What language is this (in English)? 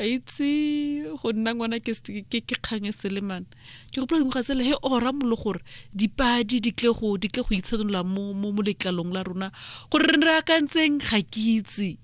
Tswana